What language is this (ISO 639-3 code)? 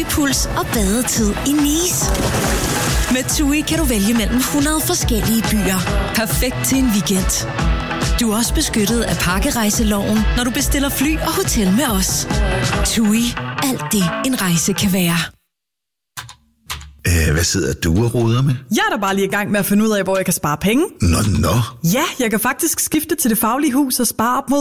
dan